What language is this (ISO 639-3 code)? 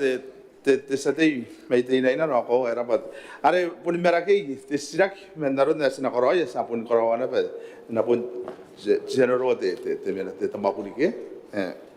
gil